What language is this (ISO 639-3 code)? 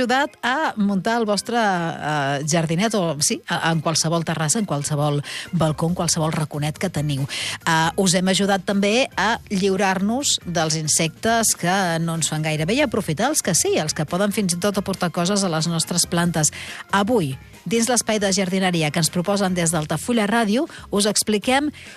cat